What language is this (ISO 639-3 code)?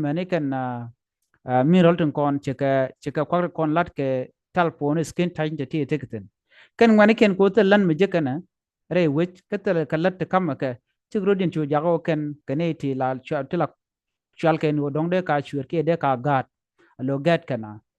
nus